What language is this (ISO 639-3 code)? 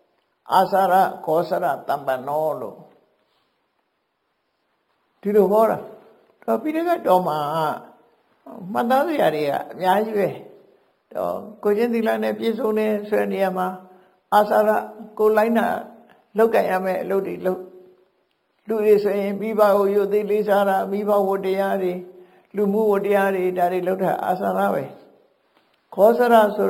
mya